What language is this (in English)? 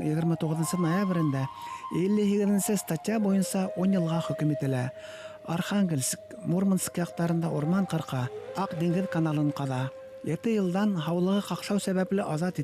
Bashkir